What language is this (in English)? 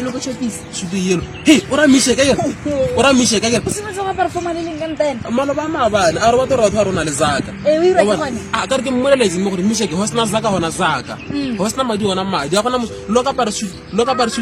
Tswana